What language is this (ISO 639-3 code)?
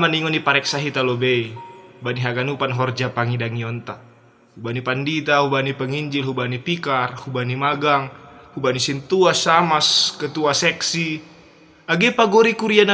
bts